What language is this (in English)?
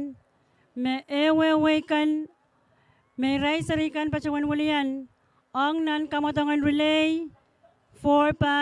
Pohnpeian